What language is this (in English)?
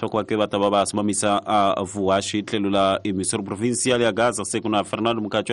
Tsonga